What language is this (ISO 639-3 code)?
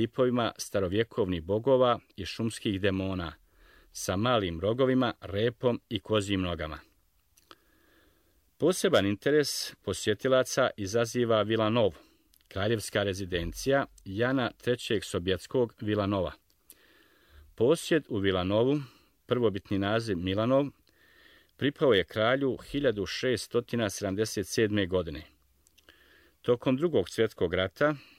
bos